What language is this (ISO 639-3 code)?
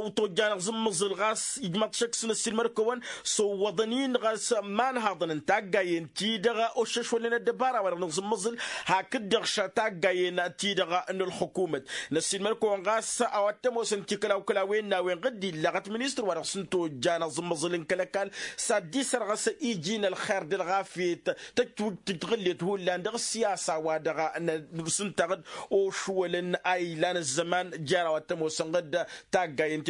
taq